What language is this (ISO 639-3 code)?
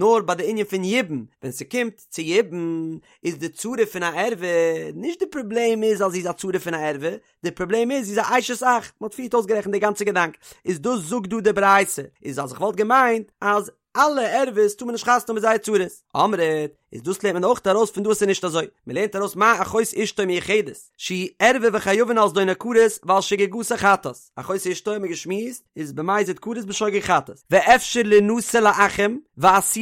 yid